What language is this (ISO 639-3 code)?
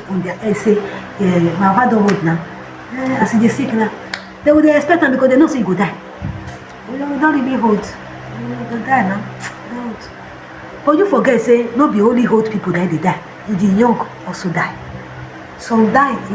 pcm